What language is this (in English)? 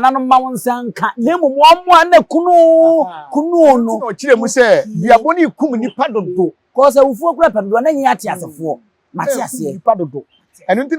Akan